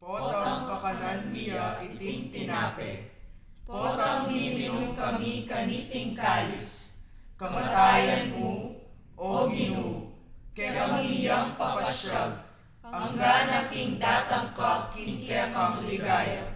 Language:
Pampanga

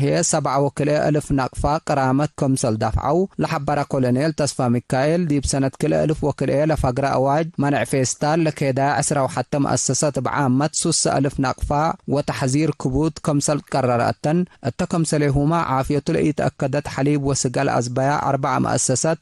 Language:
Tigre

